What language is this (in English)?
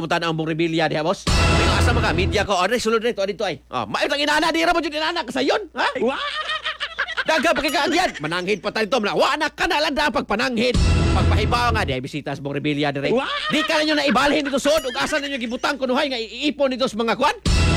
Cebuano